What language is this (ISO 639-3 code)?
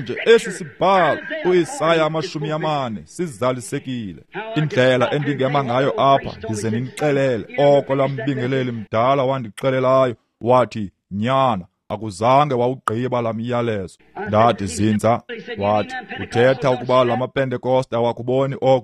xho